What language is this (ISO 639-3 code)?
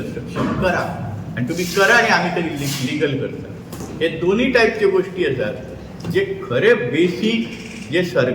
kok